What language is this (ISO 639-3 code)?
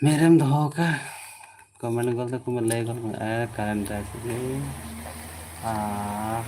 sat